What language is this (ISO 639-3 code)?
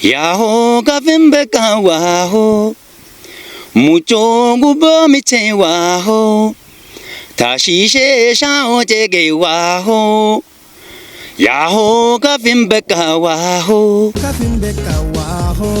kbr